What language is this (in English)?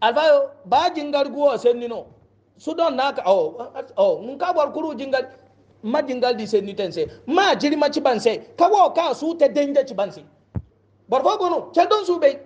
Hausa